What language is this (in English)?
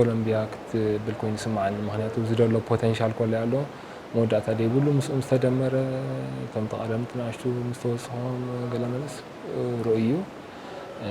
Tigrinya